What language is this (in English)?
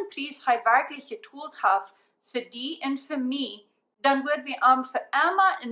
Plautdietsch